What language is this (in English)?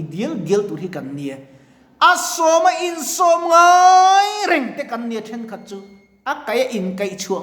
Mizo